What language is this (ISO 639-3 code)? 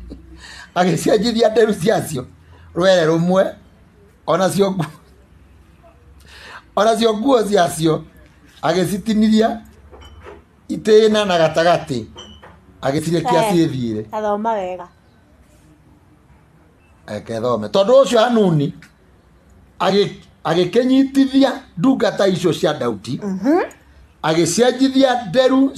kik